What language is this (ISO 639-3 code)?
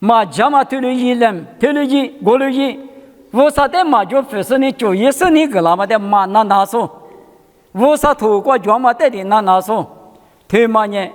lis